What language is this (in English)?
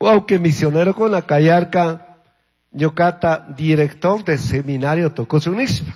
Chimborazo Highland Quichua